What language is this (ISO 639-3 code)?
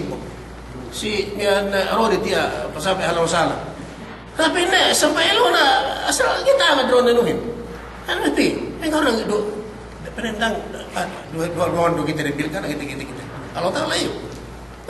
yka